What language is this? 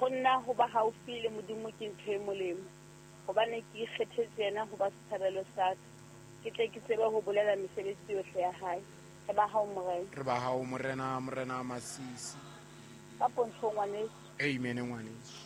Southern Sotho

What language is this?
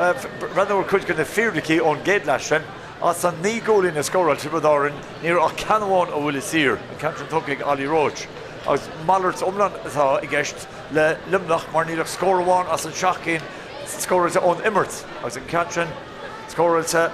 Irish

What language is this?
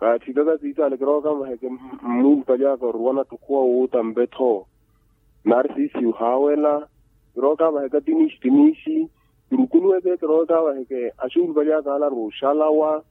Makhuwa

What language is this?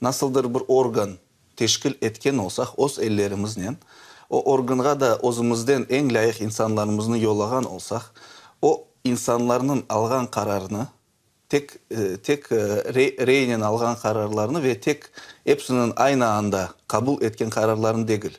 Crimean Tatar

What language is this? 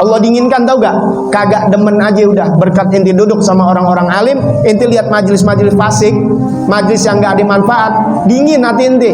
Betawi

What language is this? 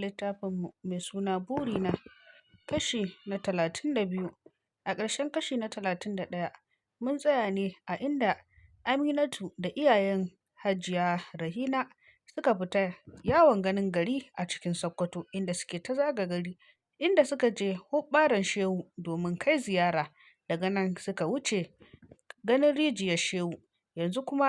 Hausa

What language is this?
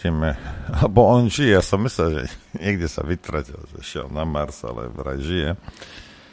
Slovak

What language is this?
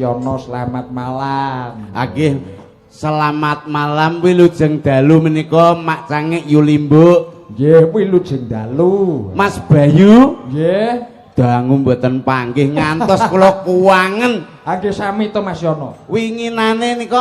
Javanese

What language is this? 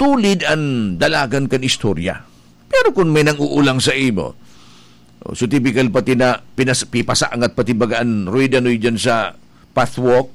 Bikol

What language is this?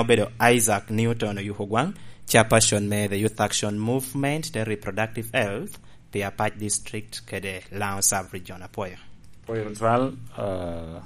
Lango (Uganda)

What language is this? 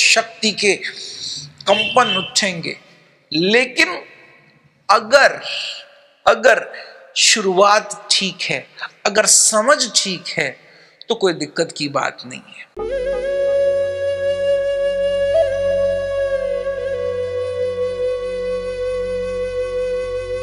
Hindi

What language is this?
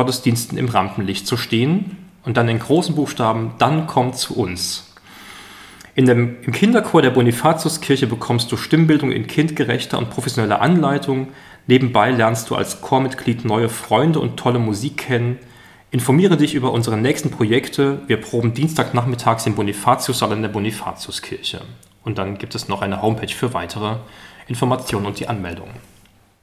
German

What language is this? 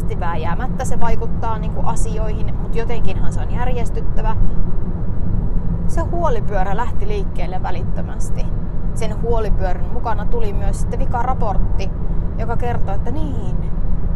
Finnish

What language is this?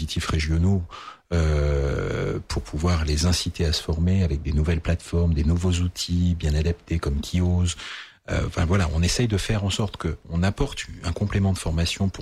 French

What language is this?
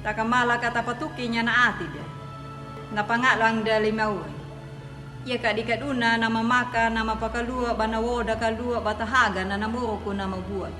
Anakalangu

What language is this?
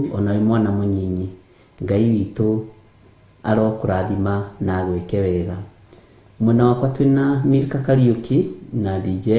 Kikuyu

